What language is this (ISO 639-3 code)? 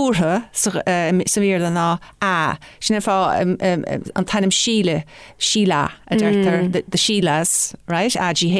gle